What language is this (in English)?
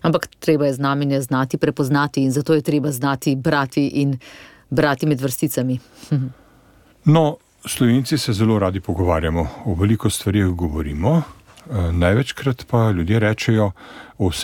Slovenian